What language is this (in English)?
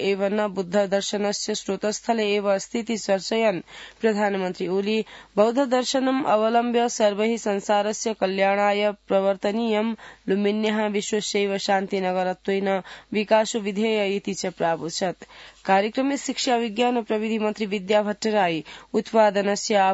Sanskrit